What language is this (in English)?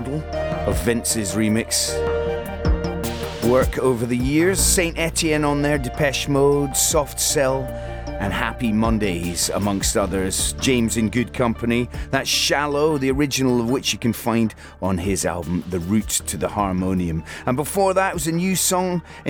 English